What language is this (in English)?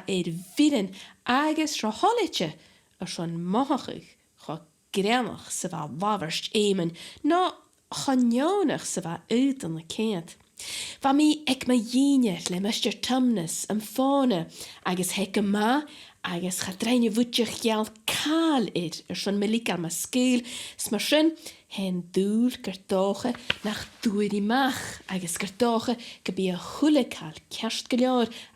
Scottish Gaelic